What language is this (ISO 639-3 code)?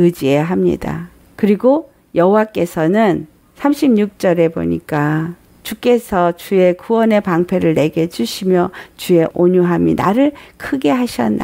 kor